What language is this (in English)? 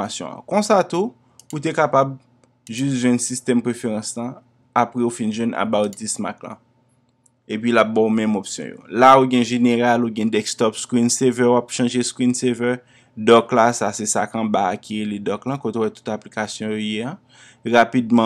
Haitian Creole